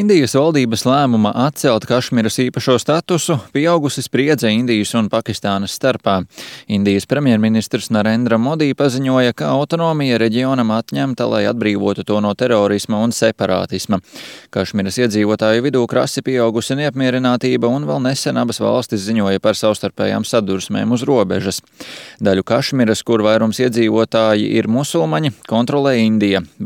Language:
Latvian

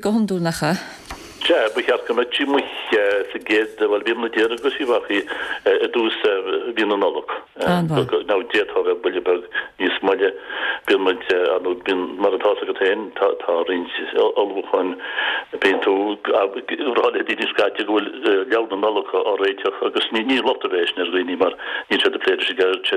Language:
Irish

